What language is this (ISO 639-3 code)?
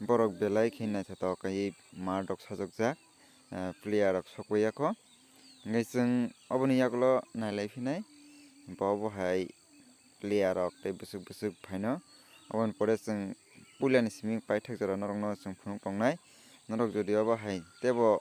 trp